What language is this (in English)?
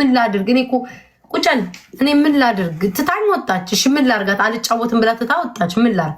Amharic